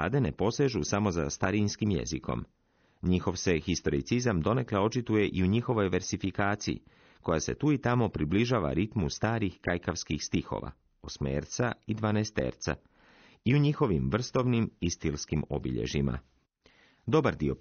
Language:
Croatian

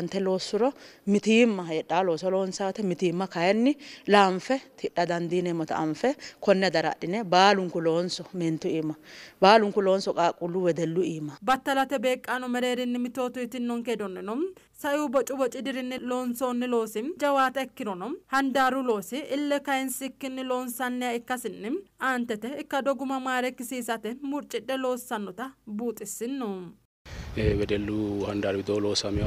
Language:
Sidamo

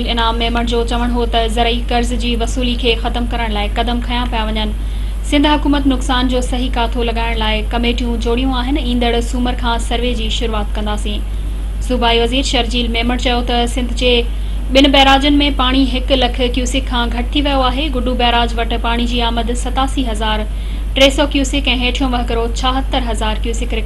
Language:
Sindhi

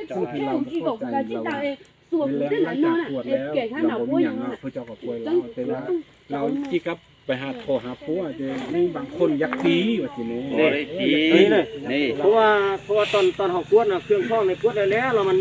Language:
Lao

